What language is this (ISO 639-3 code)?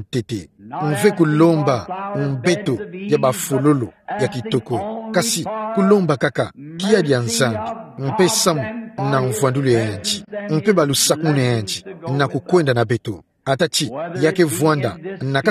ktu